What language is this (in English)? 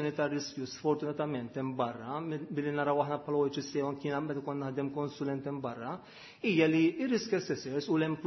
Maltese